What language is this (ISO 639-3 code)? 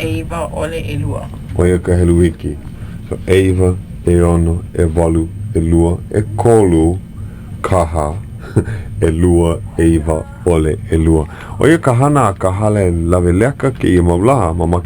haw